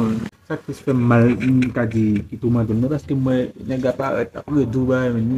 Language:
Haitian Creole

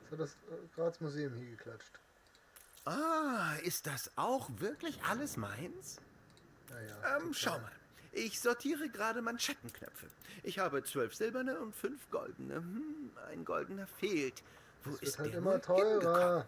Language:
Bavarian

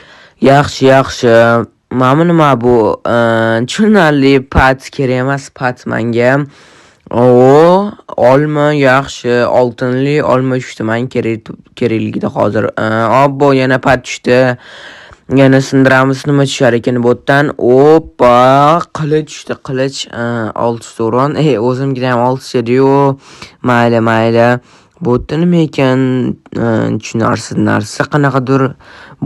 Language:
Uzbek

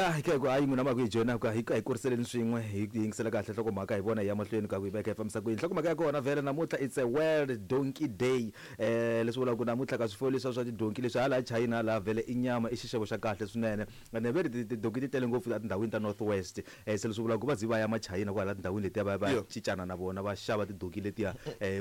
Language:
Tsonga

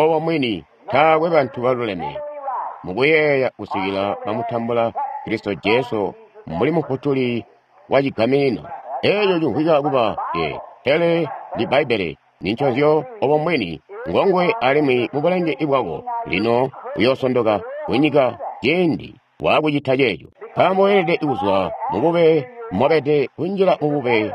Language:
Tonga (Zambia)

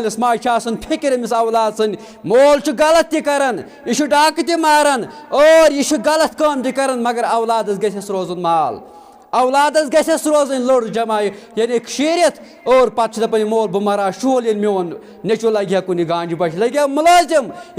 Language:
Kashmiri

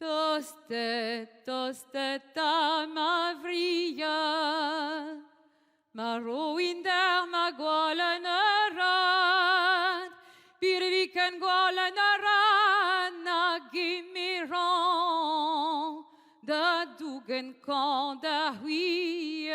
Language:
Breton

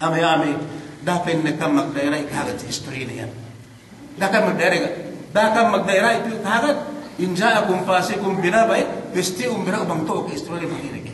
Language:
Yakan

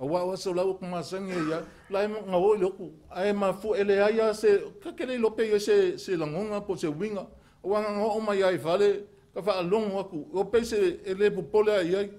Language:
Samoan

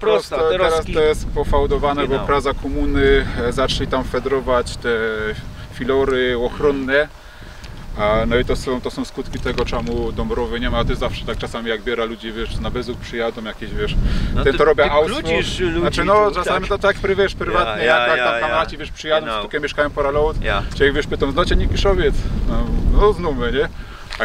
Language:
Silesian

